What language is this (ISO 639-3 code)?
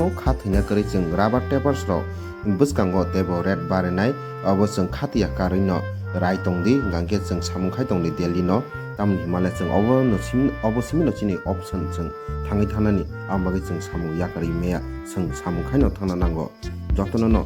trp